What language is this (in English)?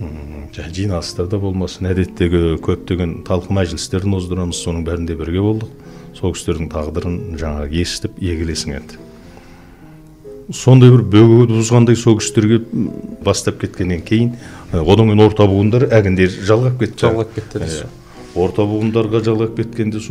Kazakh